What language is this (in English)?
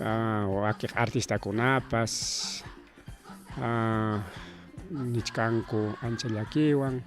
Ayacucho Quechua